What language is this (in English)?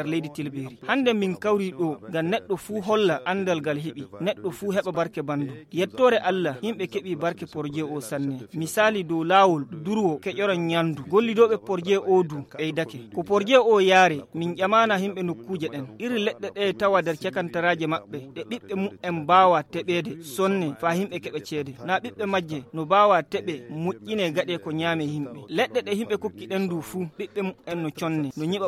Fula